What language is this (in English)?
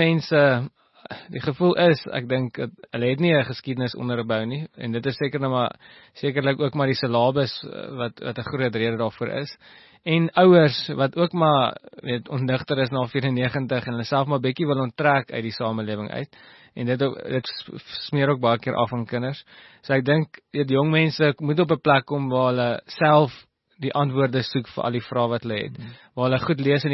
Afrikaans